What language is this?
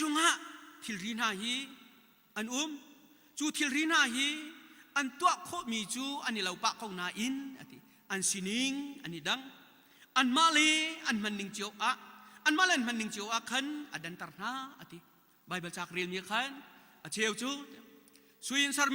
Hakha Chin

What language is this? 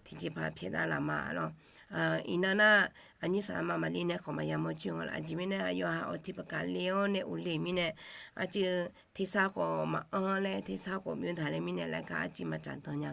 Akha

